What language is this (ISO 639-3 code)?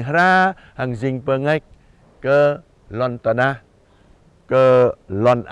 jra